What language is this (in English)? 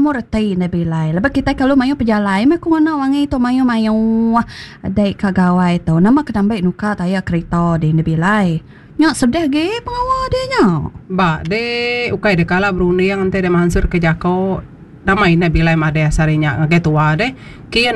Iban